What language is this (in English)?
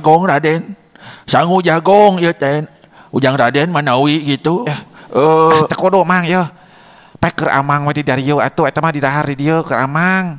Sundanese